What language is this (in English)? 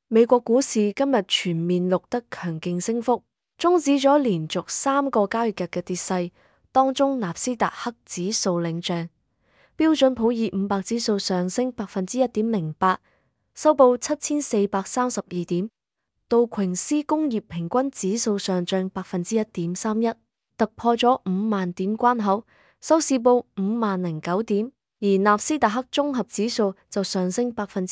Cantonese